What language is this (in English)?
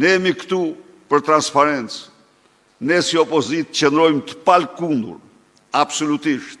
Albanian